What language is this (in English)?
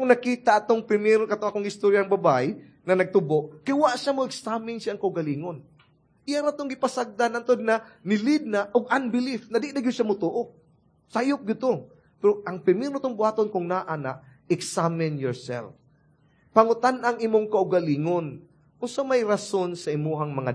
Cebuano